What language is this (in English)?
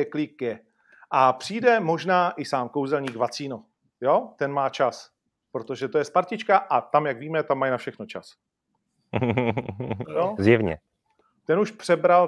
Czech